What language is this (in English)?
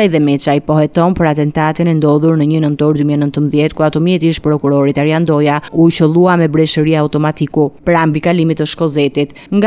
Albanian